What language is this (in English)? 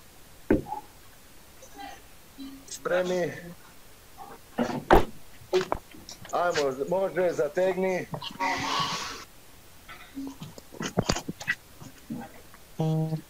Serbian